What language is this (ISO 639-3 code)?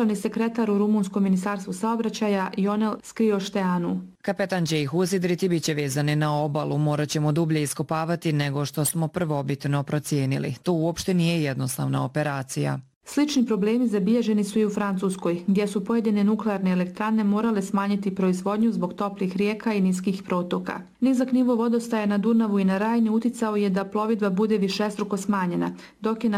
bos